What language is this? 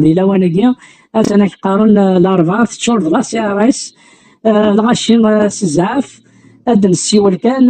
Kabyle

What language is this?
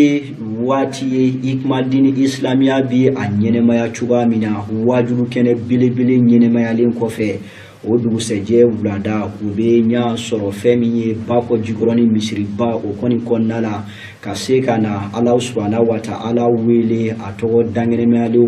Bambara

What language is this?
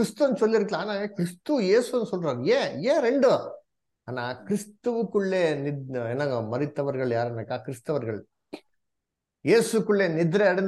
Tamil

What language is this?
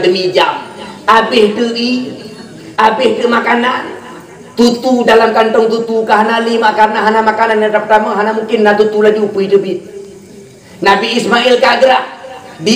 Achinese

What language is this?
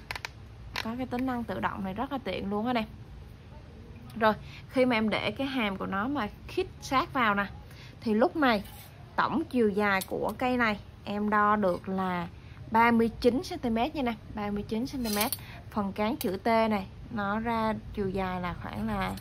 Vietnamese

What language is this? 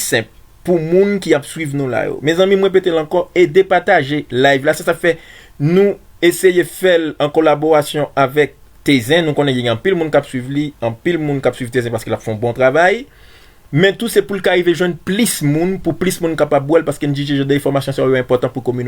Haitian Creole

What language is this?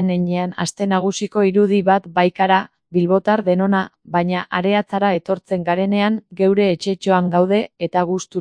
Basque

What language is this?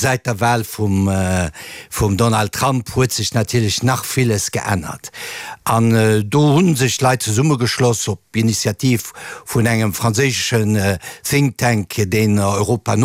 Luxembourgish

